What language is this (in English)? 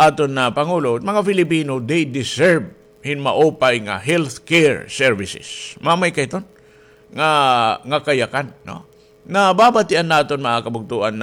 Waray